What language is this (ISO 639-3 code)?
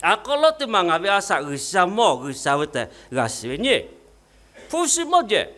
lhu